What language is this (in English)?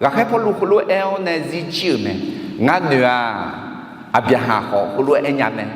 Akha